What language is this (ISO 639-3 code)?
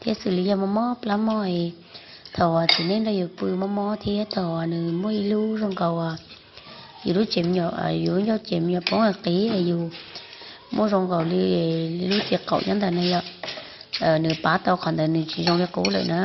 hmn